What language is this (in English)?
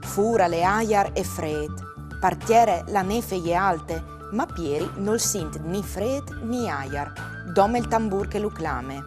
Friulian